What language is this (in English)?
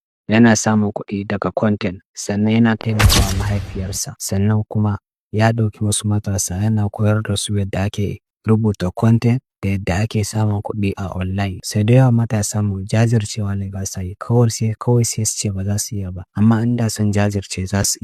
Hausa